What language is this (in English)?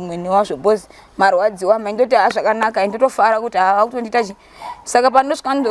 Shona